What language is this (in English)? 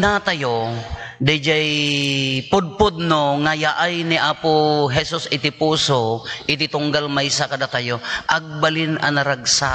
Iloko